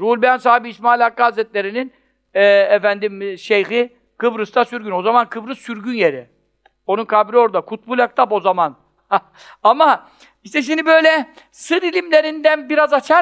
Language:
Turkish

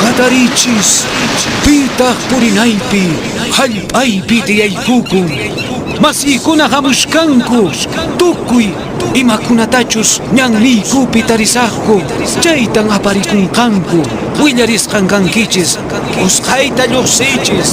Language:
Quechua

